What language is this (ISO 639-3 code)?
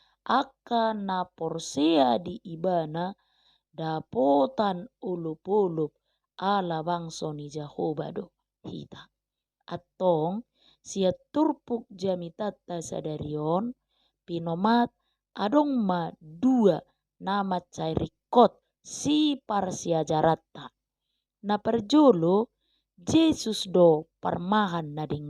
bbc